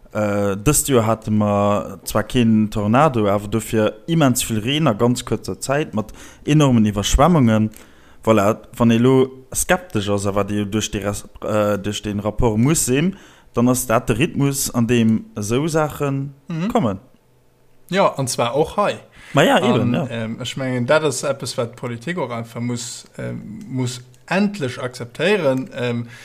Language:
Luxembourgish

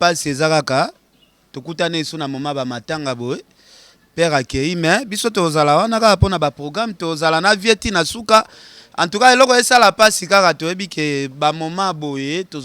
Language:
Lingala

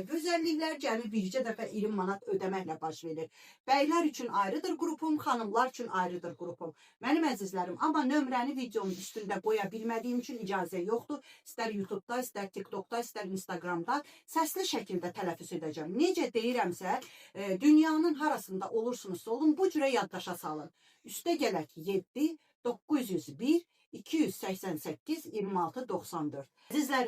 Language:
Azerbaijani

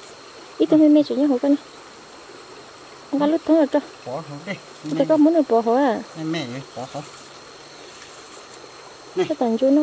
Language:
Vietnamese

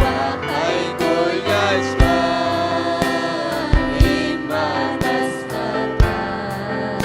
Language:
Ayacucho Quechua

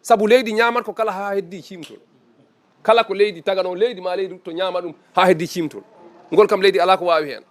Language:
Fula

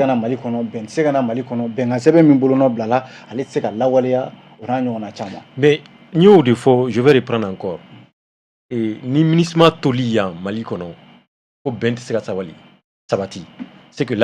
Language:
Bambara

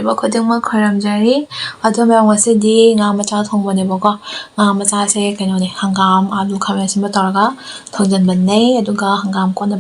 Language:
Manipuri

